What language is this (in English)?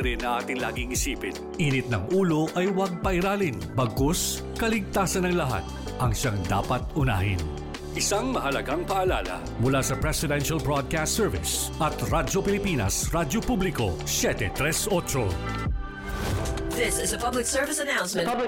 Filipino